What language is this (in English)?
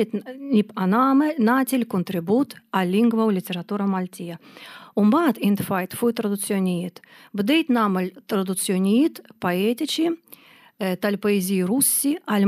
Maltese